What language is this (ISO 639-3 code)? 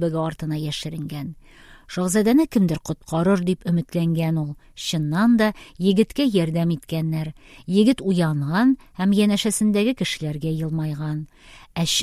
tat